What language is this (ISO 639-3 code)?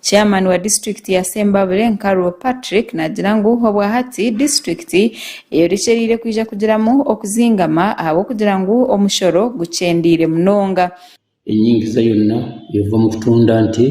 nyn